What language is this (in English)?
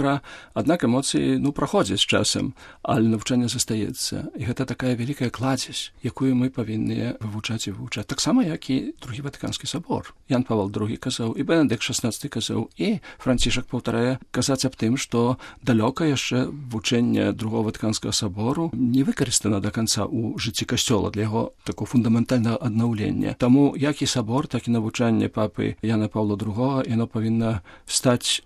Belarusian